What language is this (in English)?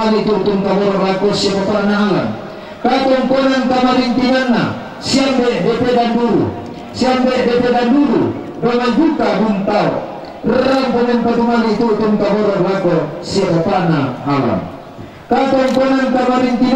Toraja-Sa'dan